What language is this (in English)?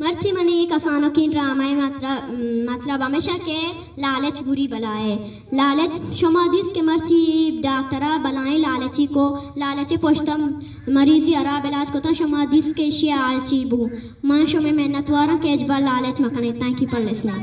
Eastern Balochi